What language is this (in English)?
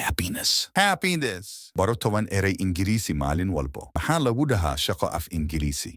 Somali